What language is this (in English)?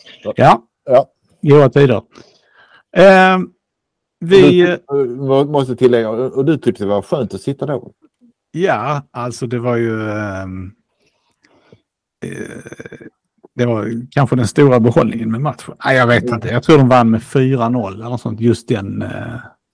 Swedish